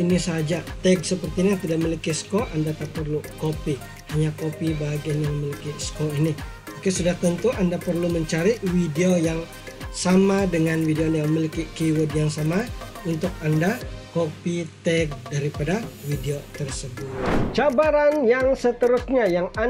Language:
Malay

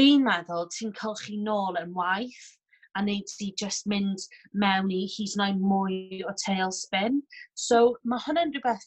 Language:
Welsh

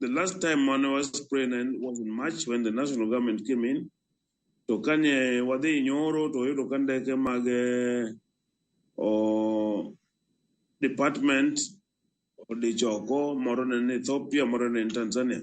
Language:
Luo (Kenya and Tanzania)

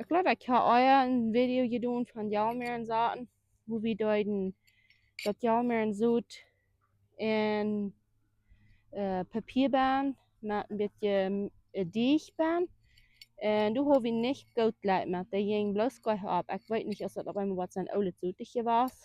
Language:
Plautdietsch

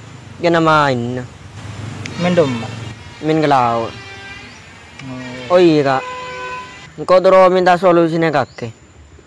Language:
Madurese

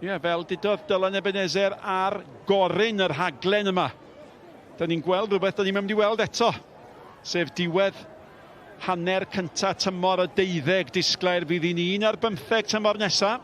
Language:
Welsh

